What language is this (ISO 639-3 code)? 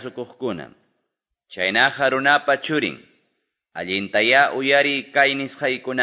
que